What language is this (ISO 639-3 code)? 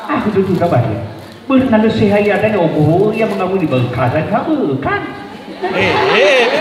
nia